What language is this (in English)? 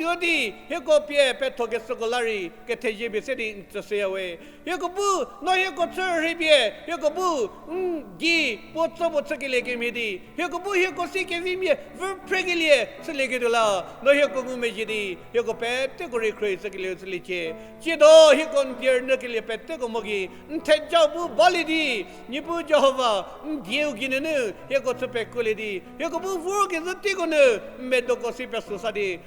Angami Naga